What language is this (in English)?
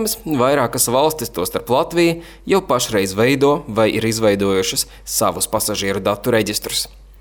Latvian